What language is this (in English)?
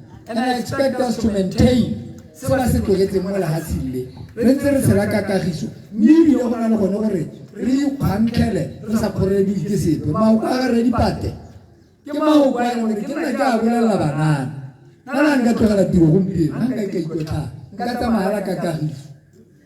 Tswana